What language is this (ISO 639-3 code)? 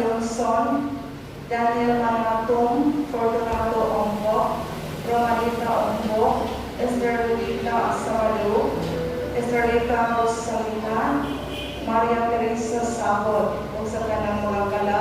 ceb